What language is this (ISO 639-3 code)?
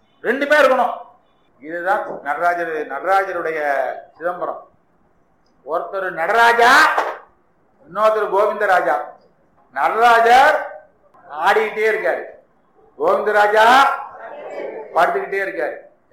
tam